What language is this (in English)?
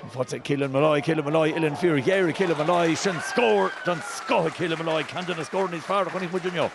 Irish